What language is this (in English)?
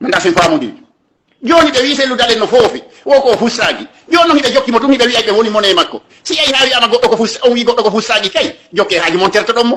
Fula